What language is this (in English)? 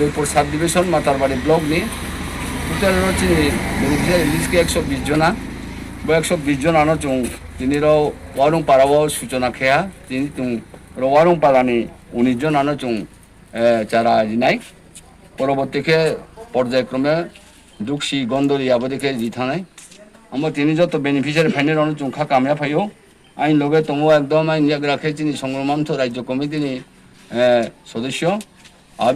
Riang (India)